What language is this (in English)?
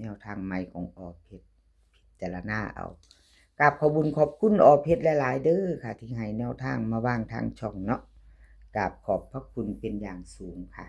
Lao